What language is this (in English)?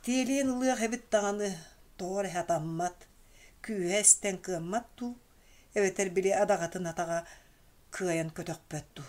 Yakut